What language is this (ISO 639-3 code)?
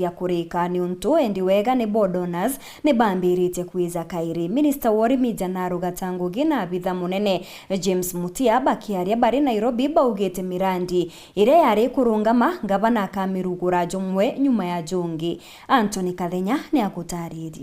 mer